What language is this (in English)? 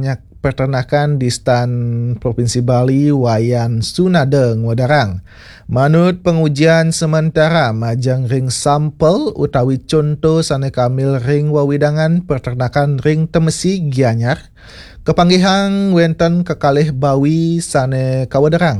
Balinese